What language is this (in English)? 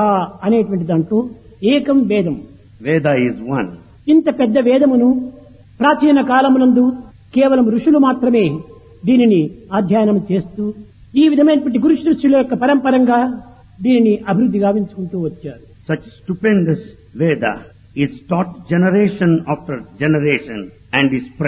Telugu